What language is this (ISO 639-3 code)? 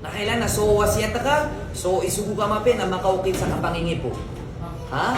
mrw